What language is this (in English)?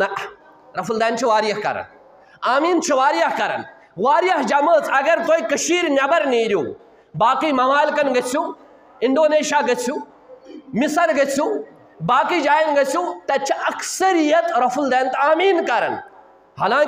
Kashmiri